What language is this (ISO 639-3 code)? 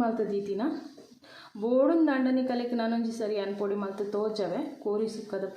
tcy